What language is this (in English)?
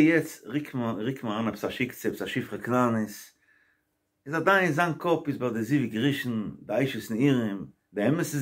Yiddish